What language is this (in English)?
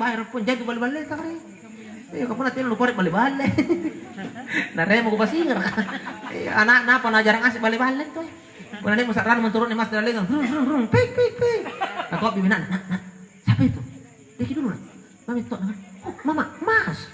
Makasar